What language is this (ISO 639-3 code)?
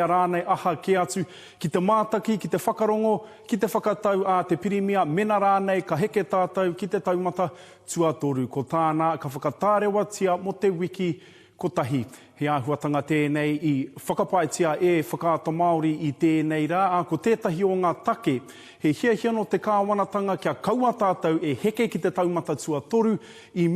mri